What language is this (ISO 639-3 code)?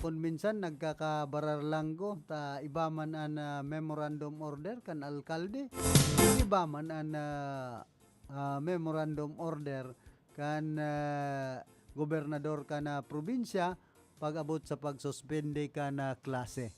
bik